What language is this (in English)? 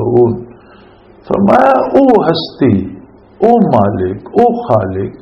Western Panjabi